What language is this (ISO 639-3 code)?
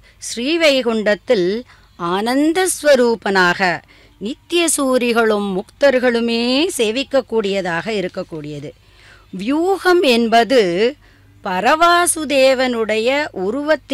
tam